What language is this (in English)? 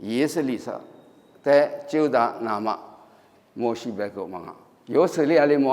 Lisu